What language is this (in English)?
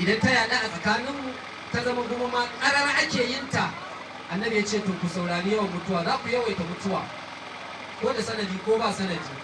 Hausa